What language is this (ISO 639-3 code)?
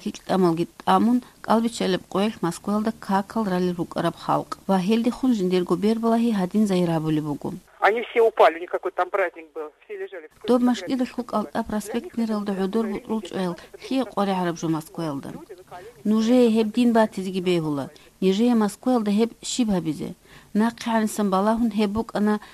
ava